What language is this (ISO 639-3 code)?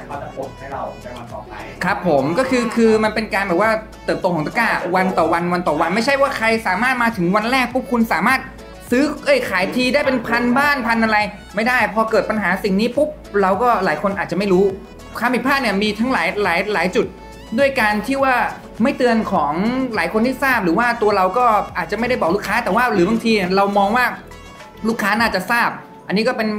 tha